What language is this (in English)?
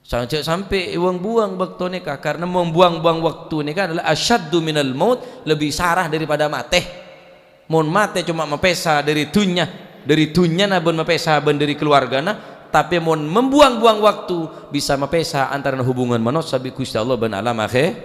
Madurese